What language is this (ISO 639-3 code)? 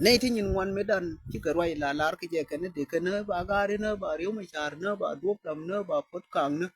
nus